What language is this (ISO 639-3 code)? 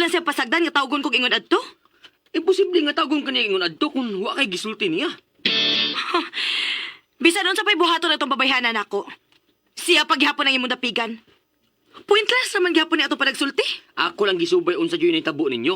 ceb